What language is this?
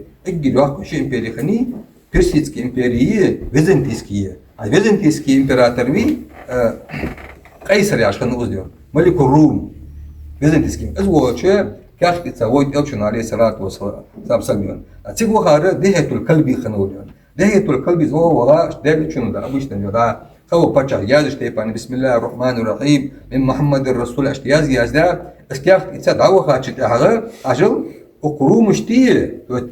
Ingush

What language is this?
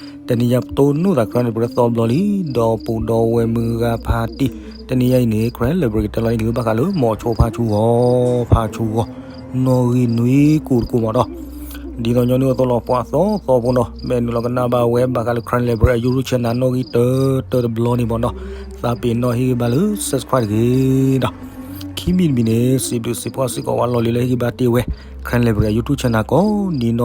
S'gaw Karen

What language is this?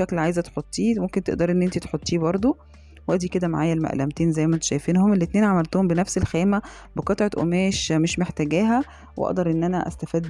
Egyptian Arabic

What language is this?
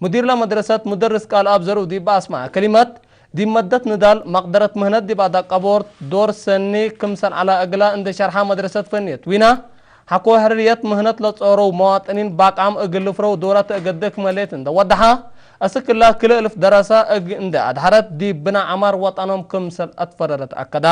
Tigre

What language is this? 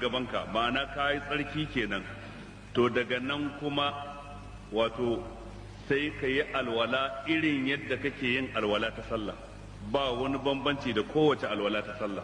Hausa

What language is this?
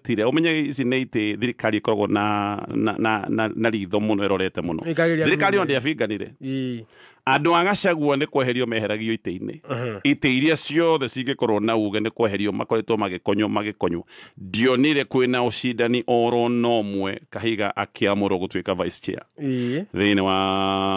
Kikuyu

